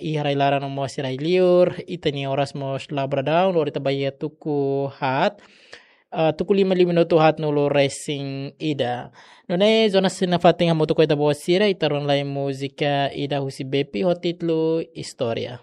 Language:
Tetum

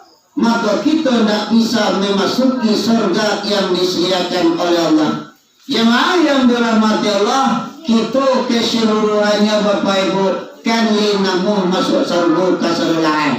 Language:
Minangkabau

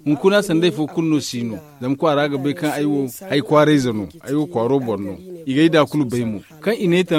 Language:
Zarma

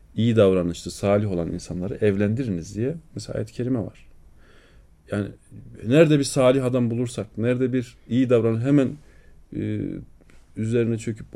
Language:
Turkish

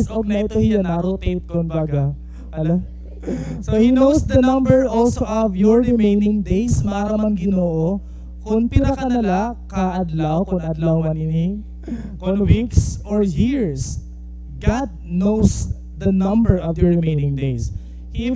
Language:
Waray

